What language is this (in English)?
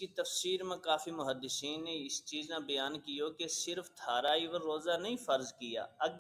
Gujari